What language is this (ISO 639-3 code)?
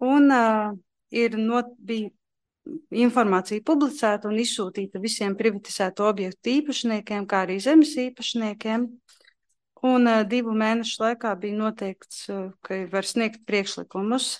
lav